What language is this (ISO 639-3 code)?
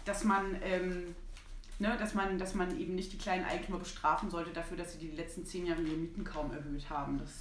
deu